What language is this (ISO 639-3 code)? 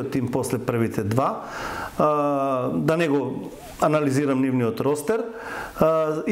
mkd